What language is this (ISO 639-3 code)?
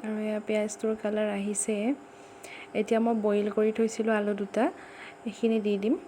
asm